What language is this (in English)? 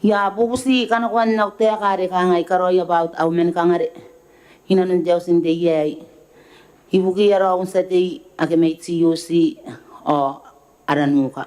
Gilbertese